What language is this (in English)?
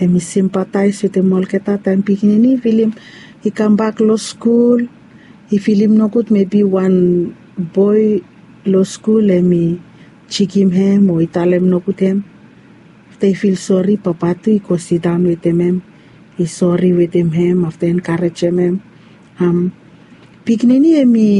Bislama